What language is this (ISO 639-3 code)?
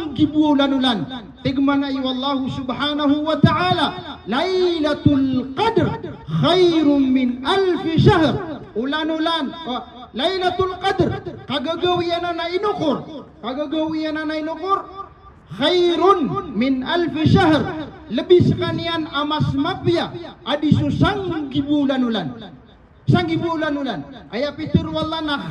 mrw